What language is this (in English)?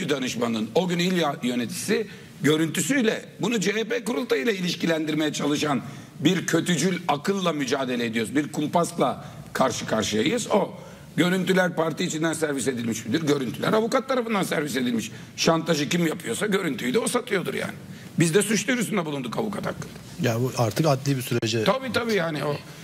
Turkish